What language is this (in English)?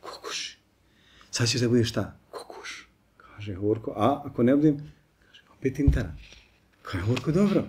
Bosnian